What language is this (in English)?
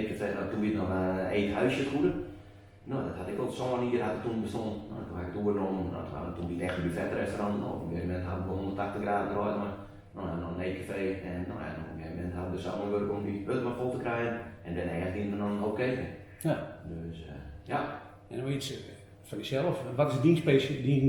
Western Frisian